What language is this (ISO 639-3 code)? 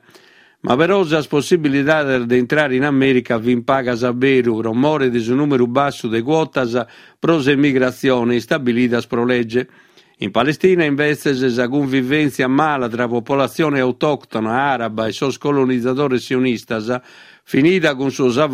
srd